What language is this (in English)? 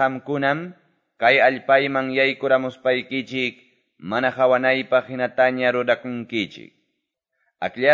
Quechua